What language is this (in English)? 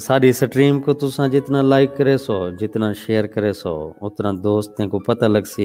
Saraiki